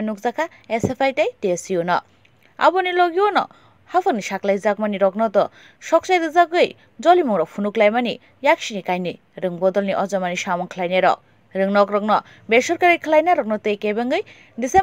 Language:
Kok Borok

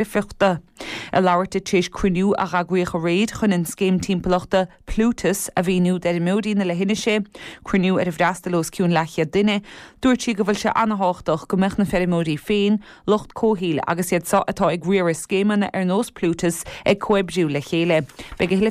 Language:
Irish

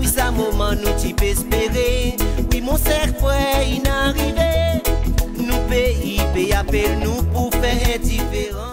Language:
Seselwa Creole French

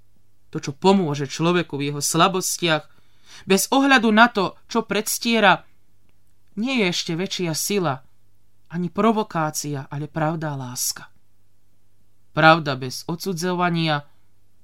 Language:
Slovak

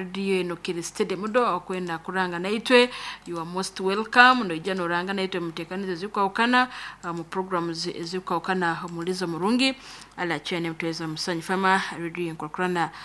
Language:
Nyoro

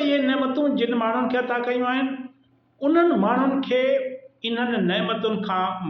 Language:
Sindhi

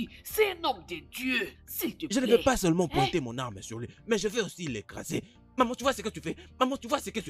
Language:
French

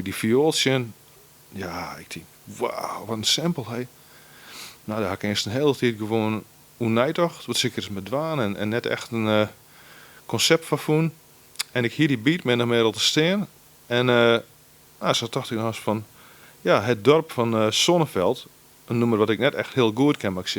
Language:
Western Frisian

